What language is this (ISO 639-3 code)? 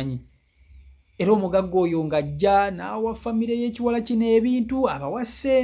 lug